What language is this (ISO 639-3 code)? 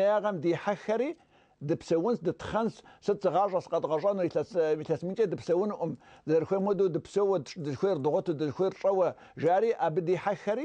kbd